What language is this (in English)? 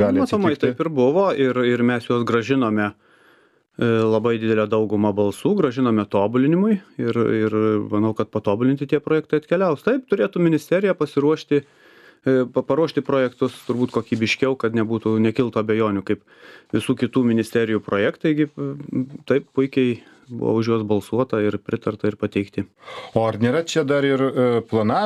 Lithuanian